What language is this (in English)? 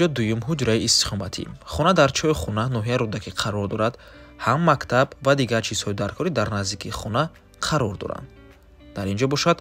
Tajik